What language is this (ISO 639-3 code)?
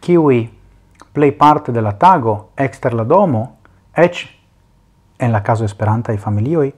epo